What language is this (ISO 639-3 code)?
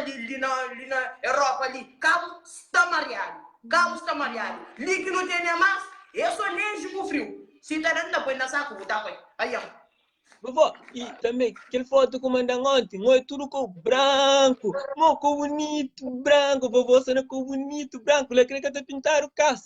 kea